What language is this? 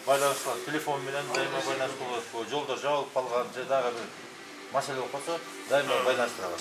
Kyrgyz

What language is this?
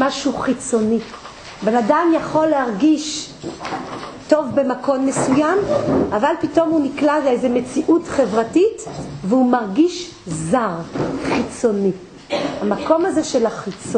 Hebrew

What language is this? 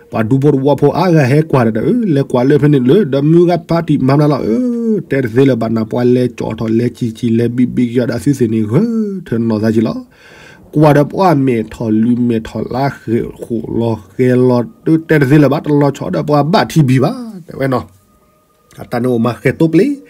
S'gaw Karen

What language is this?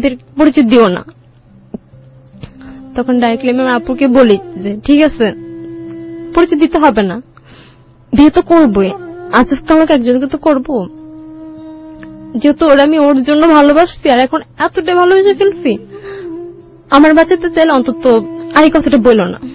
Bangla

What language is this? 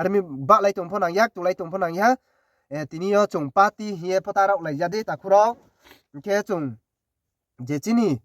Riang (India)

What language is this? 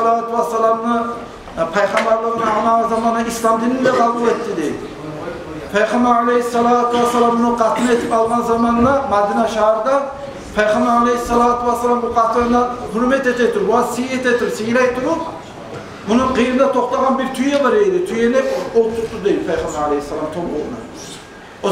Kumyk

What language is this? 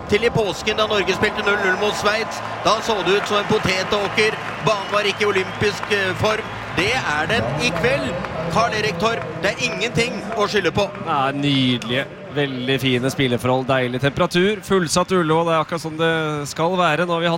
Norwegian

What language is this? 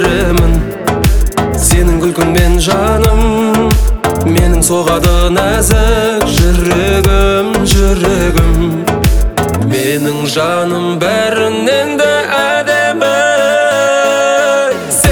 Kazakh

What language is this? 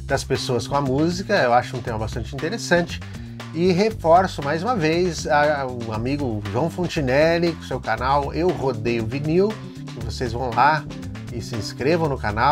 Portuguese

